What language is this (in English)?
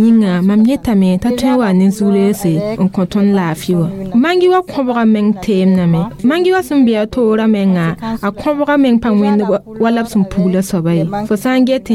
Mossi